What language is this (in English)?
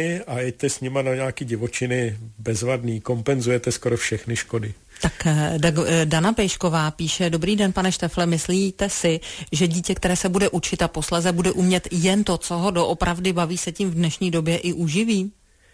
Czech